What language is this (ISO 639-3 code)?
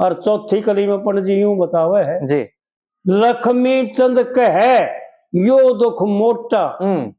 bgc